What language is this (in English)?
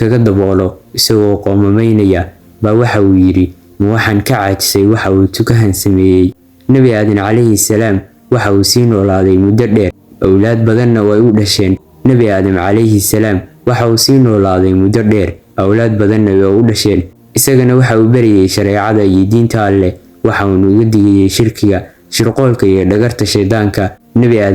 Somali